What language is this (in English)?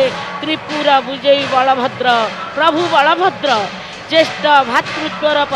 Odia